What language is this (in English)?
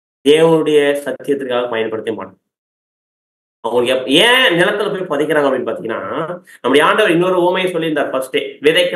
Tamil